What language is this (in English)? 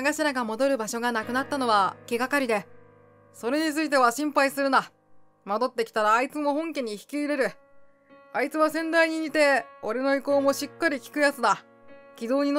Japanese